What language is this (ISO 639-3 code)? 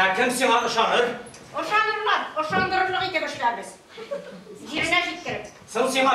tat